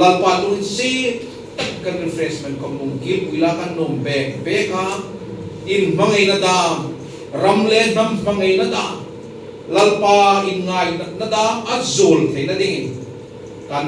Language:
Hmar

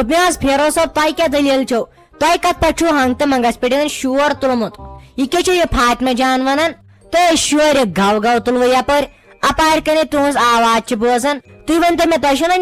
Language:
Kashmiri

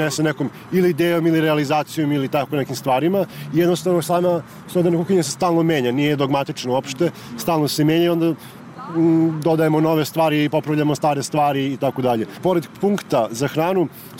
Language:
Serbian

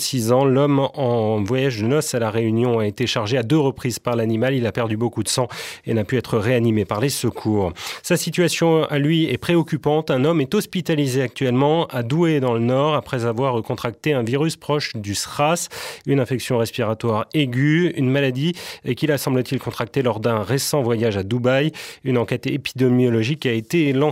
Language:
French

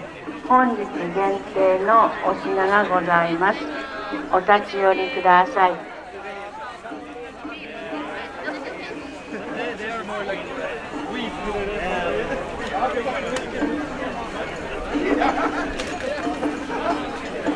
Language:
Japanese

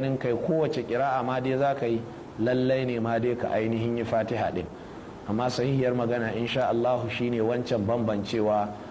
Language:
Hausa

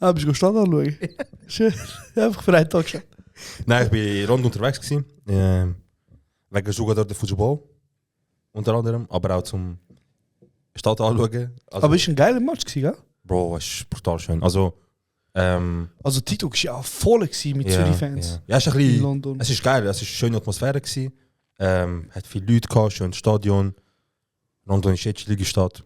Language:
Swiss German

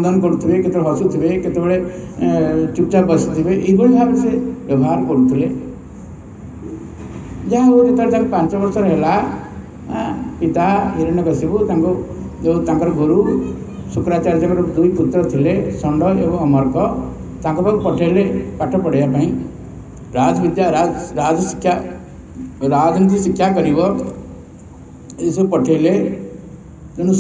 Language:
Odia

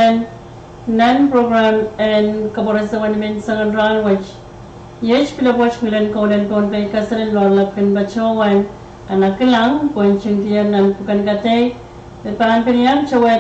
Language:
Pohnpeian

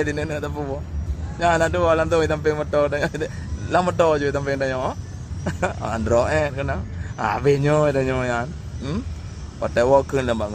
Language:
Achinese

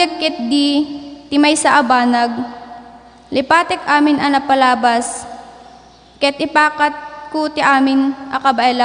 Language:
Iloko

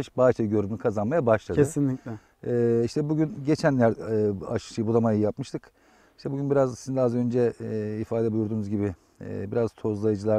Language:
Turkish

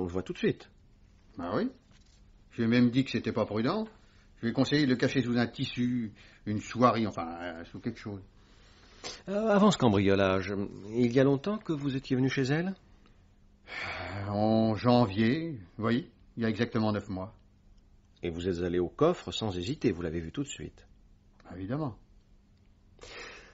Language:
French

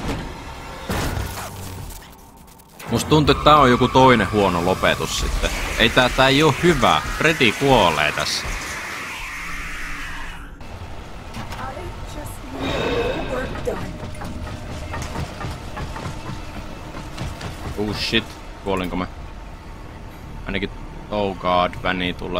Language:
Finnish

